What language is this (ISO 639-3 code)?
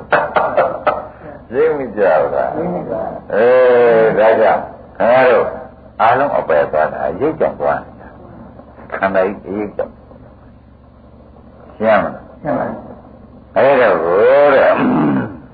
mya